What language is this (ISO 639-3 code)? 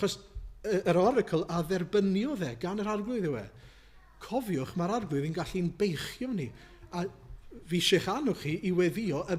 cym